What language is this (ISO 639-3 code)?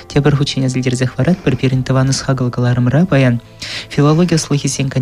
chv